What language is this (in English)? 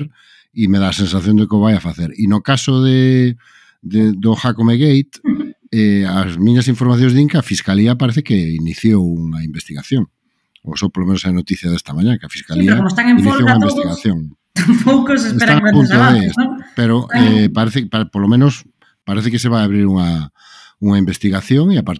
Galician